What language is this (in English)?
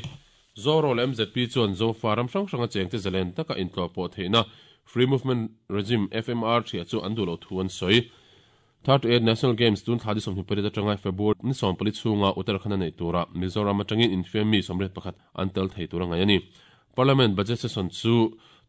Mizo